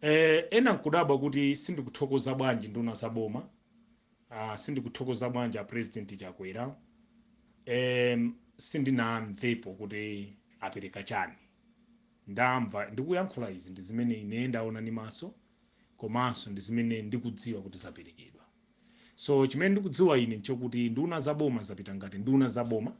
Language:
Nyanja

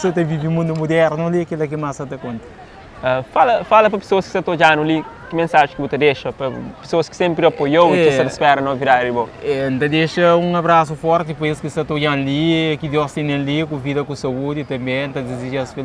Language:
Kabuverdianu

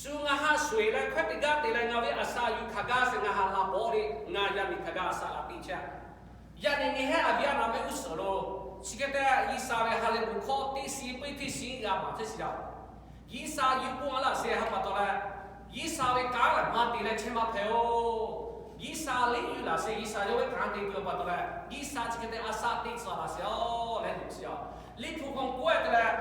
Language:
Lahu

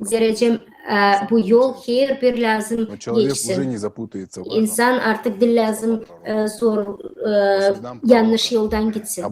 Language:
Gagauz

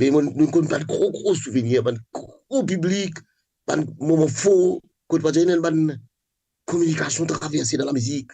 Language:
Morisyen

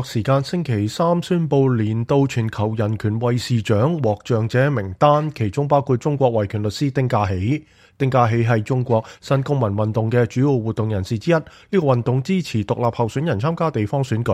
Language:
Cantonese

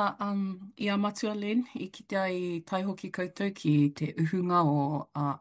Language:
Māori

